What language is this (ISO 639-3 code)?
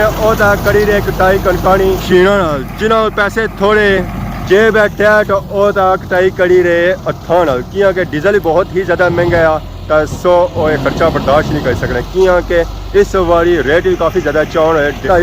phr